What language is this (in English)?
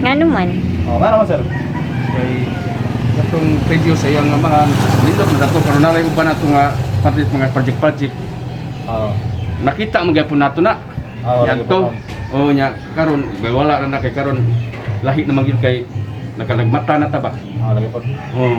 Cebuano